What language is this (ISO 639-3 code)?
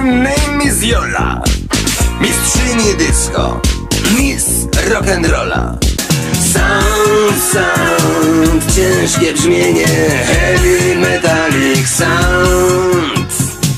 pol